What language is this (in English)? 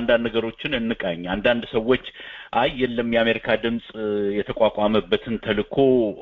Amharic